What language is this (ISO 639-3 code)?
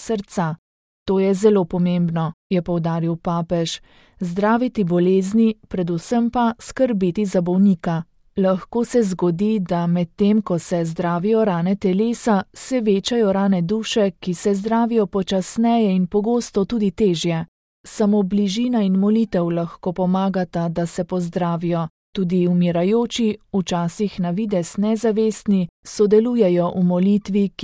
slv